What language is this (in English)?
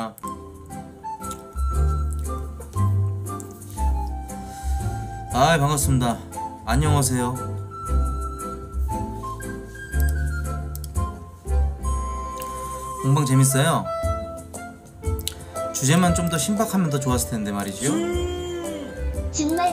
Korean